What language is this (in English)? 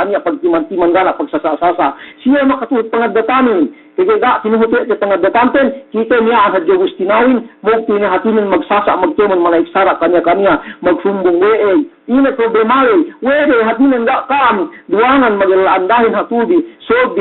Yakan